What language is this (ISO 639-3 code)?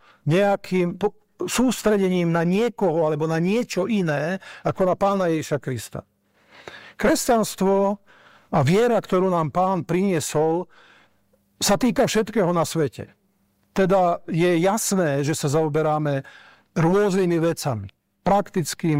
slk